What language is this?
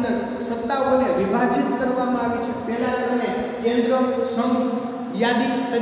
Gujarati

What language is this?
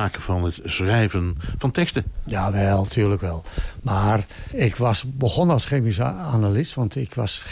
Dutch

